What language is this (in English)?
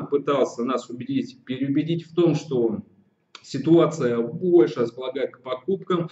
Russian